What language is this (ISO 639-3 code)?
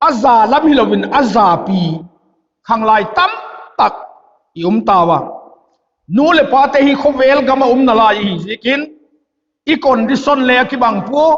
vap